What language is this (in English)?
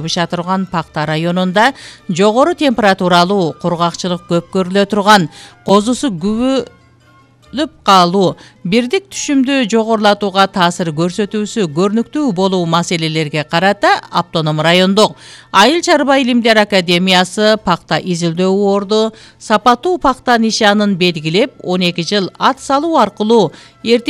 Kyrgyz